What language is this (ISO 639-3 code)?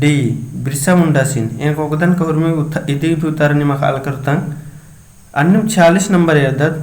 kru